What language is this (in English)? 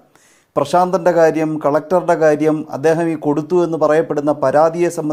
Malayalam